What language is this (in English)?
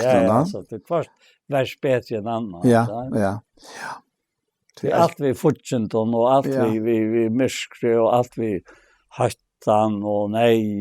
Faroese